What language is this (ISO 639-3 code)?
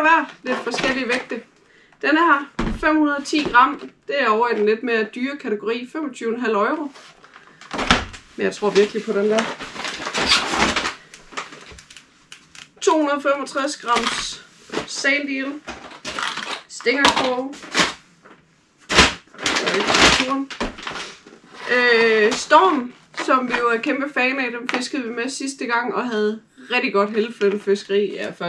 dan